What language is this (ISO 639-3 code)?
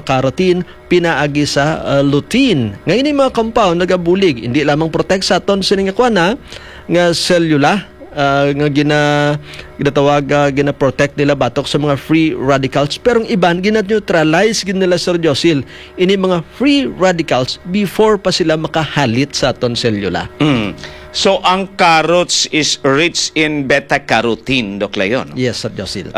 hil